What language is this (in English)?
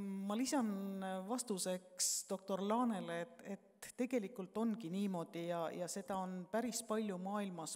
Estonian